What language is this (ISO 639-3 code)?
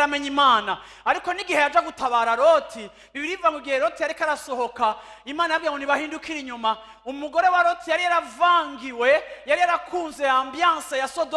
run